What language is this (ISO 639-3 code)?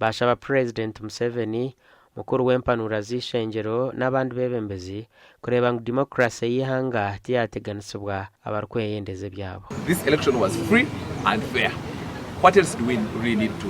nyn